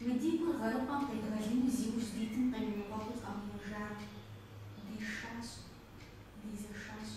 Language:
Kabardian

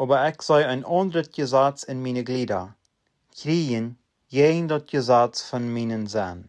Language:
Plautdietsch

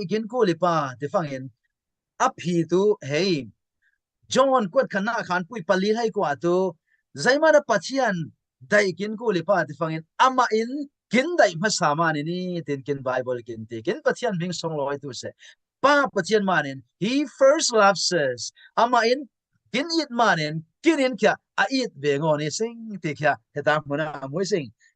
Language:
Falam Chin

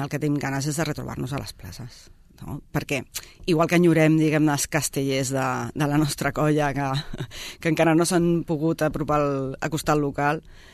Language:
Catalan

